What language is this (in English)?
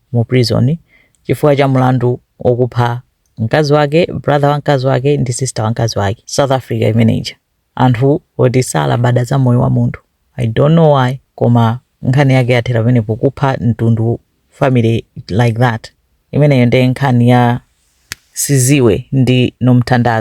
Nyanja